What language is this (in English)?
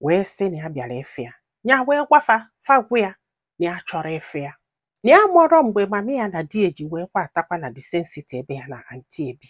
Igbo